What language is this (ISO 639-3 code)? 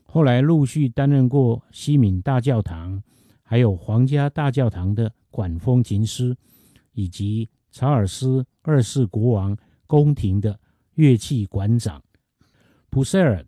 zho